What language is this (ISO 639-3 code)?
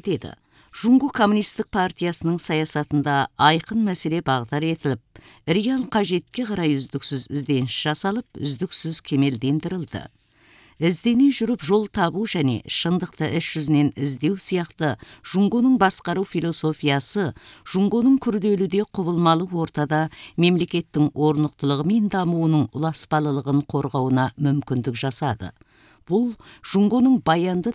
kaz